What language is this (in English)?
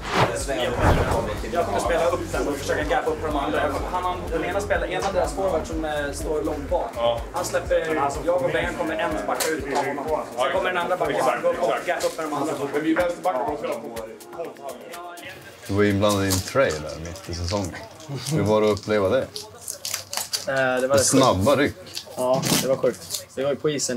Swedish